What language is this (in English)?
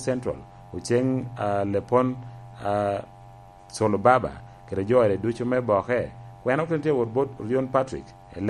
Lango (Uganda)